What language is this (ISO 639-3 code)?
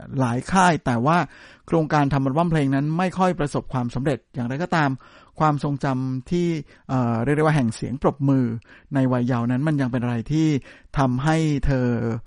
tha